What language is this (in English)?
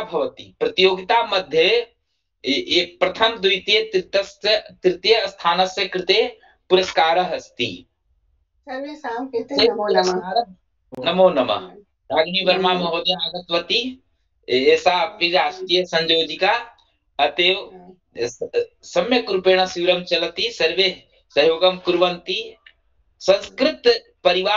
Sanskrit